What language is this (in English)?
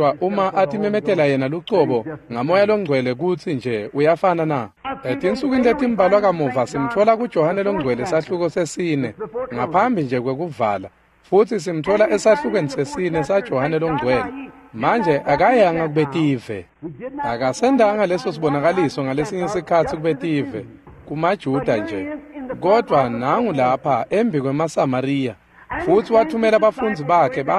Swati